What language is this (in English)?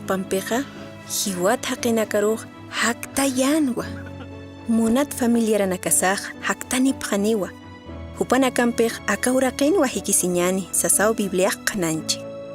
Aymara